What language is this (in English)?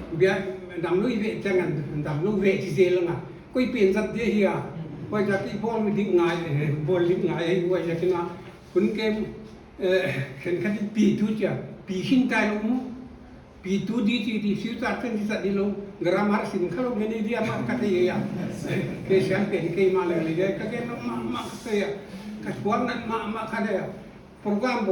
Paite Chin